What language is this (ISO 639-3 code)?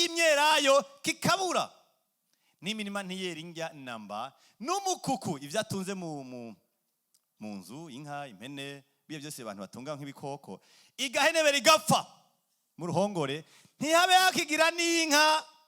run